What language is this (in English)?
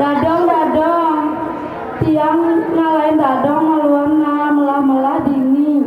Balinese